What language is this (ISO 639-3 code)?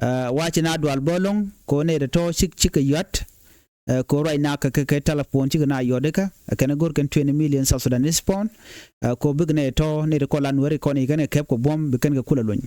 nus